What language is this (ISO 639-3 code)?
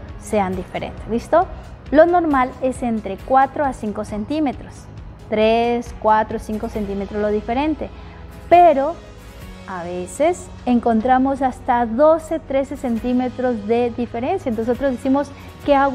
spa